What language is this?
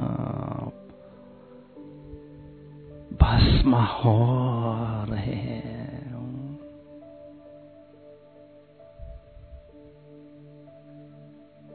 Hindi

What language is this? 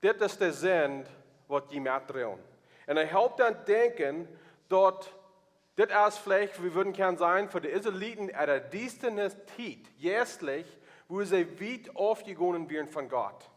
Plautdietsch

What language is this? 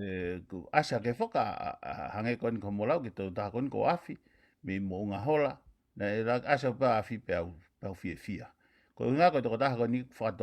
Tongan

